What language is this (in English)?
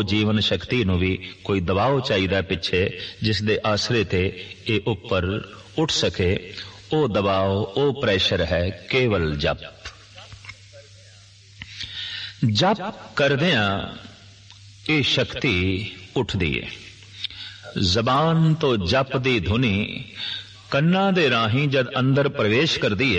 Punjabi